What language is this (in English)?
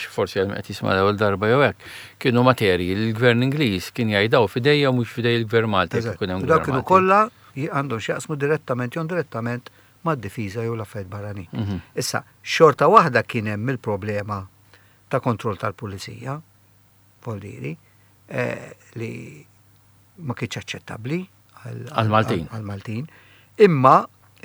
Maltese